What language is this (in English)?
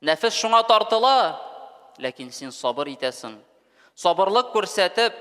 Tatar